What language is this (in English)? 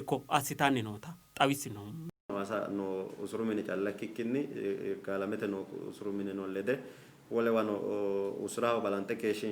Sidamo